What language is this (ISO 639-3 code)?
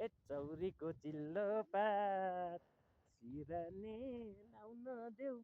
nep